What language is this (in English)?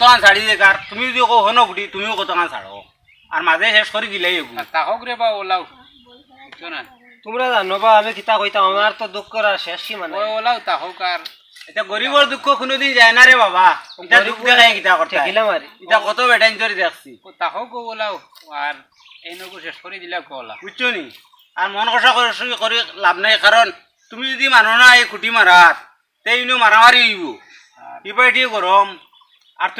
Sylheti